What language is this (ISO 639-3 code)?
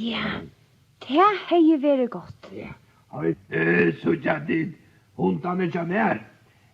fao